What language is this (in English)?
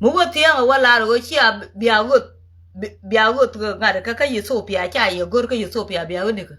Nuer